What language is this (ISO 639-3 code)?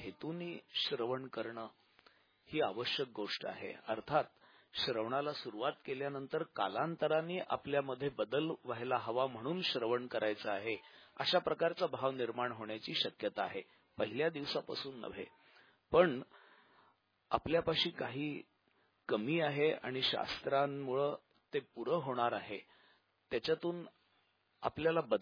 mar